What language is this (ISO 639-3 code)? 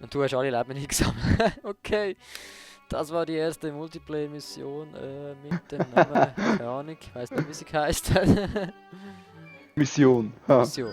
gsw